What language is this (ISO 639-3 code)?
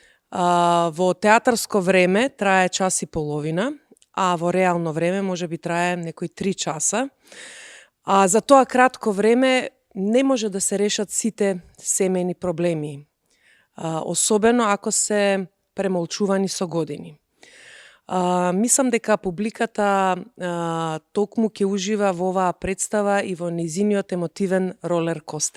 mkd